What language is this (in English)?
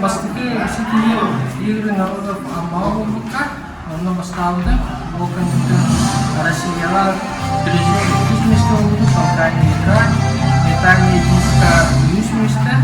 Yakut